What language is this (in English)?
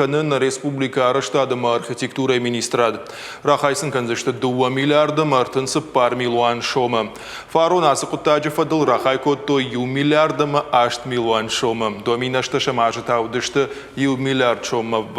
Ossetic